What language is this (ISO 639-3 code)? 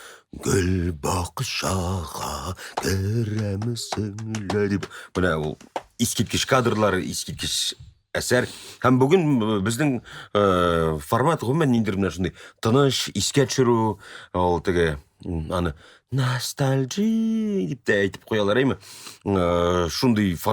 tat